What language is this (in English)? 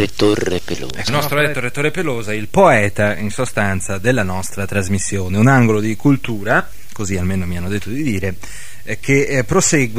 Italian